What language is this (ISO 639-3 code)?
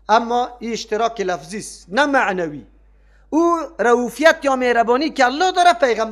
fas